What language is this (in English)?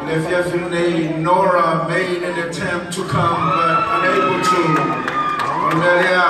Samoan